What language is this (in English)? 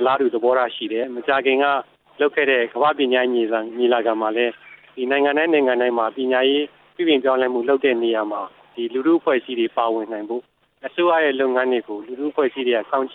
Burmese